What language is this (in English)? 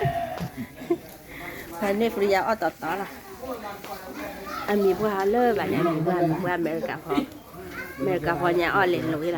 S'gaw Karen